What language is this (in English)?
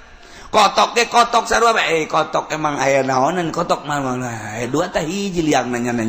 Sundanese